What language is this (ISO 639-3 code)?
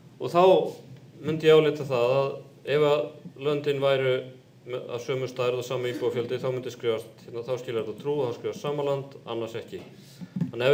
isl